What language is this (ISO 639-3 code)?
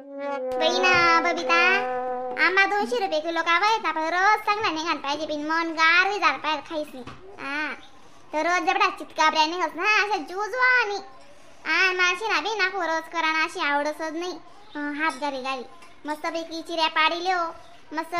khn